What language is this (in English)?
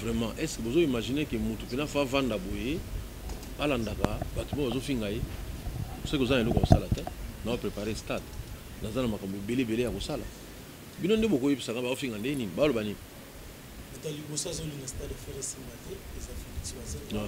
Lingala